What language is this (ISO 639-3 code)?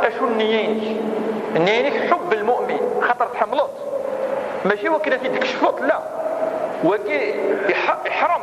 kab